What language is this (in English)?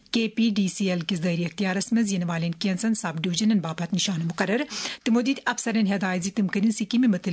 Kashmiri